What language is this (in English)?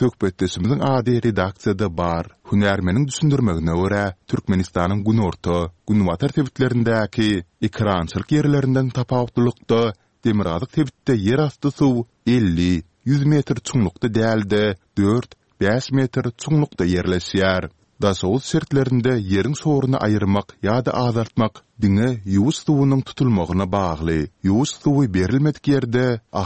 Turkmen